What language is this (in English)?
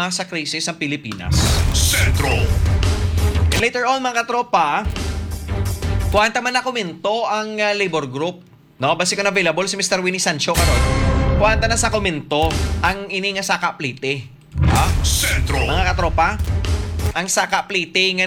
Hiligaynon